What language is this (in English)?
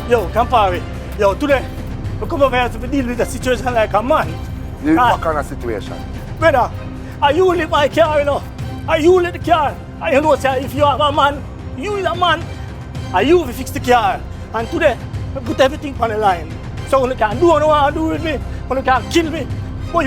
Jamaican Creole English